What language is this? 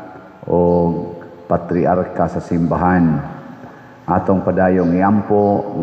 Cebuano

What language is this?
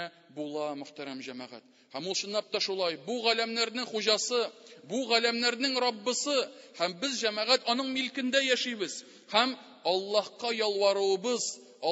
Tatar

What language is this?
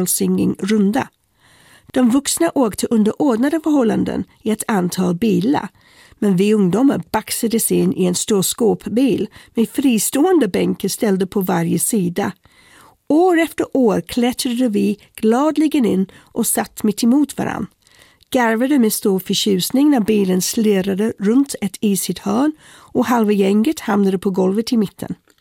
Swedish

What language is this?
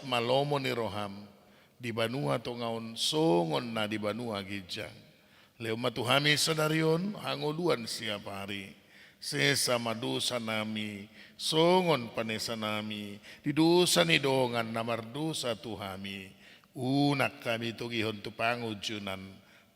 Batak Toba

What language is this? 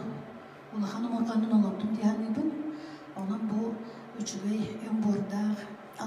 Yakut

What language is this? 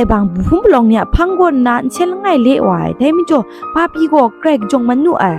Kachin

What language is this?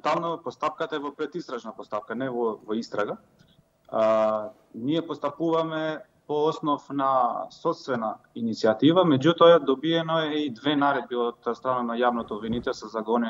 Macedonian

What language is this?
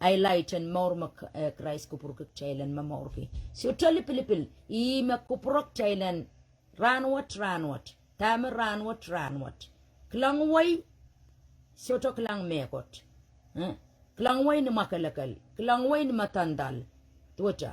Pohnpeian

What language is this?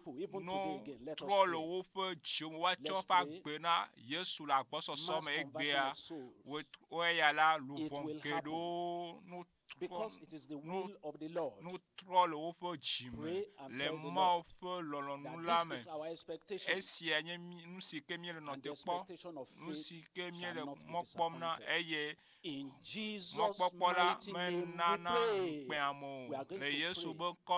Ewe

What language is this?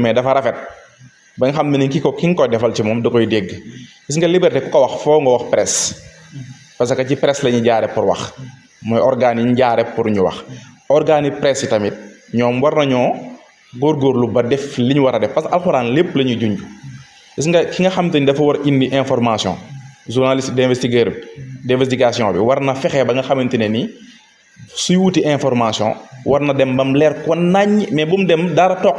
Wolof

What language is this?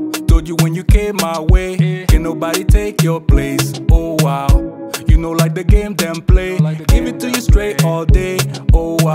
Jamaican Creole English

